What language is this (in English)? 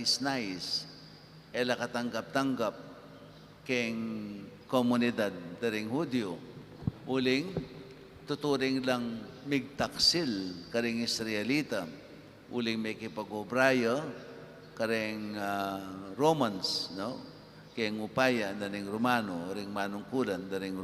Pampanga